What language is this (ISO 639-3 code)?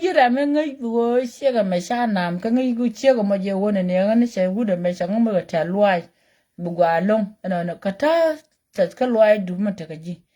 nus